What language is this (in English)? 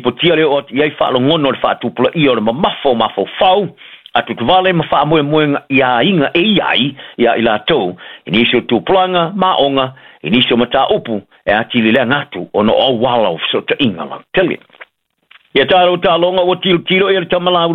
Samoan